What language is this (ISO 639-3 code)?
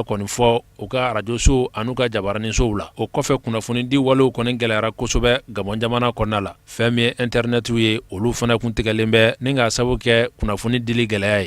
bam